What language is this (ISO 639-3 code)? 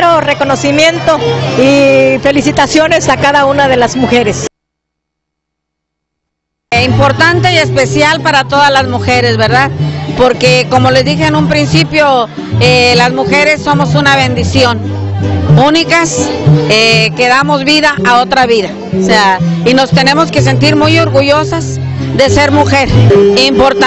spa